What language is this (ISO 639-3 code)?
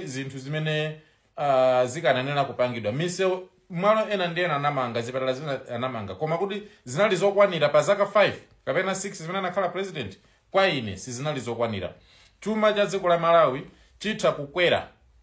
nya